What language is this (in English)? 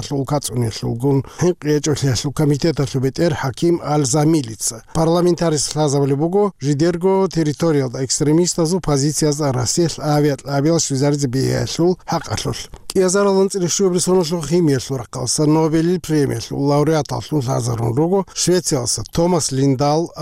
Avaric